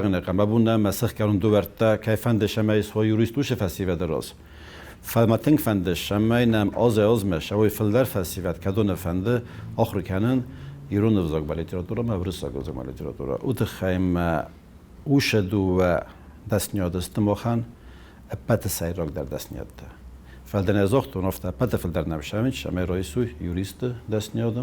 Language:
Ossetic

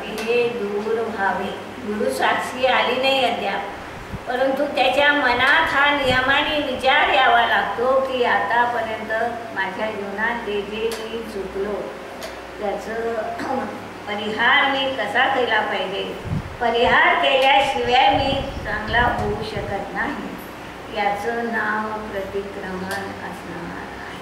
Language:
Marathi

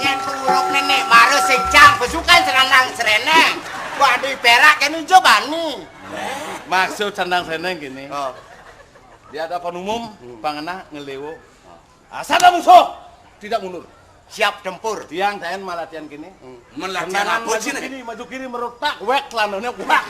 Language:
Balinese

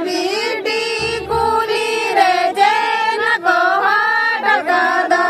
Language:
Santali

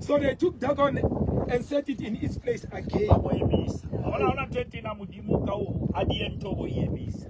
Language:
Southern Sotho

